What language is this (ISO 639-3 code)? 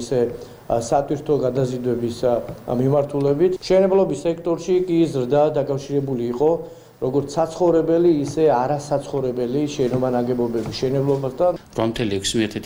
kat